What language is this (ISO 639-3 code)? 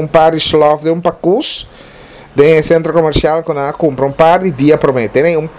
pap